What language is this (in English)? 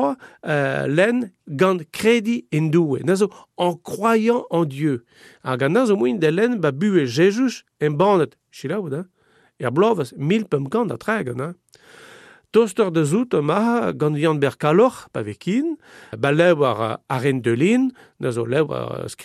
Breton